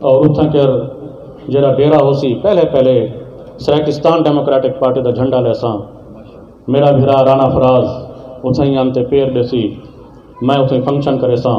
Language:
Saraiki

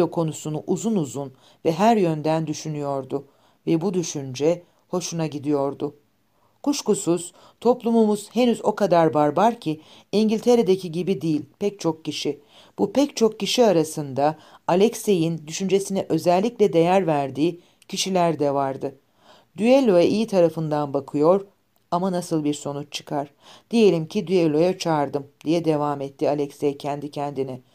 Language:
Turkish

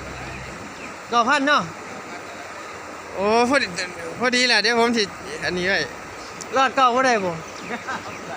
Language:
Northeastern Thai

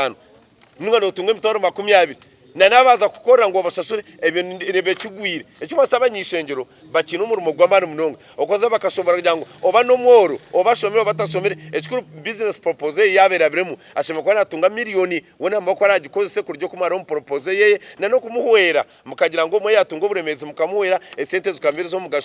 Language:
Nyankole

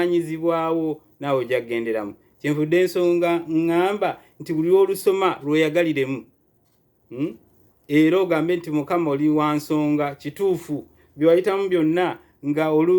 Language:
Ganda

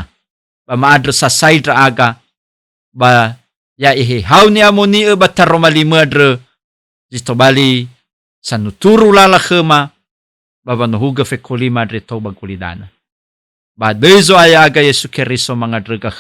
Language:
Nias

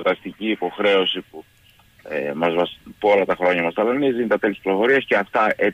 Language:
Greek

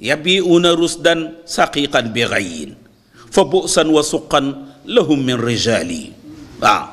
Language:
Wolof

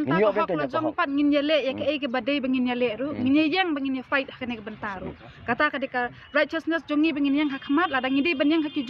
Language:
Khasi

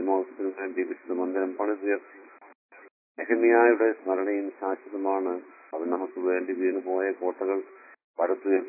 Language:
Malayalam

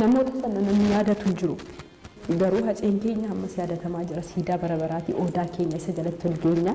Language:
Oromo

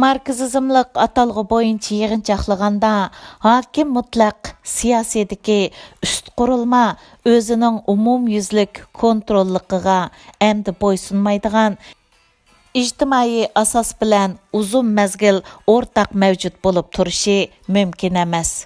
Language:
Uyghur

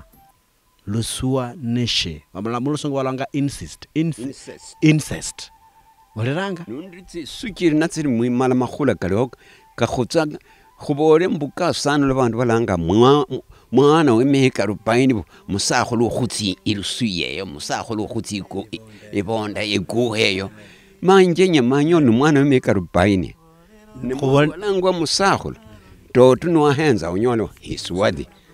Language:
Luyia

